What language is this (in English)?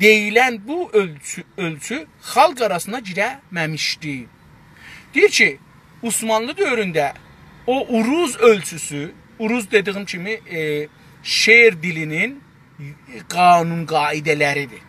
South Azerbaijani